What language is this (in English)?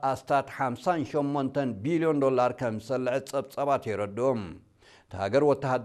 Tigrinya